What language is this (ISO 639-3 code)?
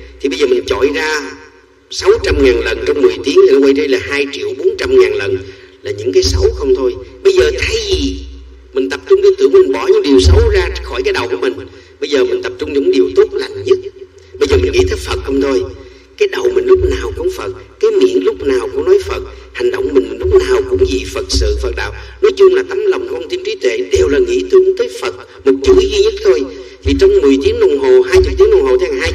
vie